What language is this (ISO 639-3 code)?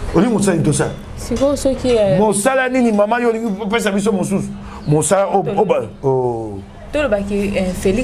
lin